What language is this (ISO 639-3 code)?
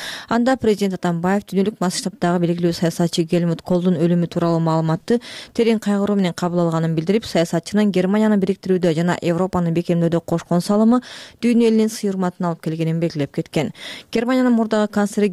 kir